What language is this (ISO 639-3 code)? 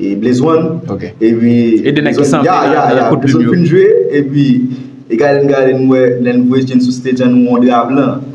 hat